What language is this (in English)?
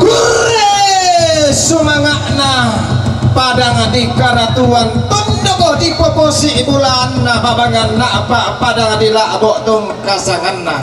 Toraja-Sa'dan